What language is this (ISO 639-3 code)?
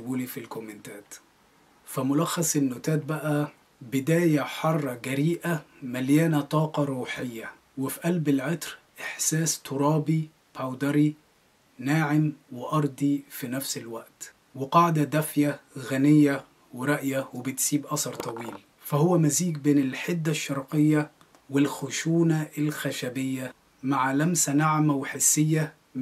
arz